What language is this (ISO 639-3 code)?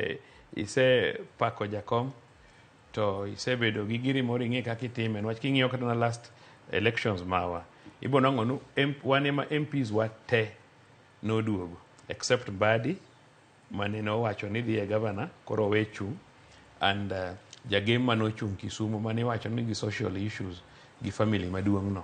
luo